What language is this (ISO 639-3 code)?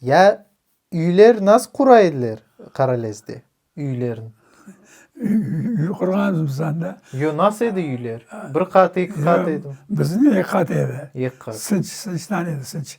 crh